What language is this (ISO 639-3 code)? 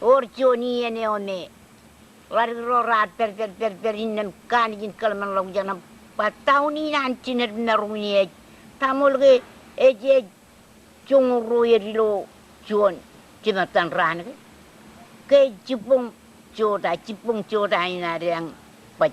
mah